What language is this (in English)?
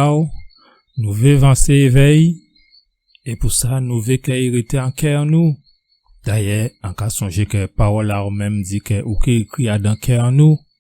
Guadeloupean Creole French